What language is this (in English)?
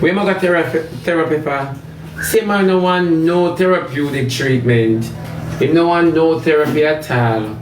Jamaican Creole English